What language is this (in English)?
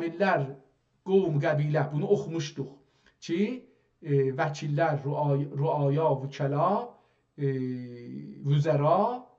South Azerbaijani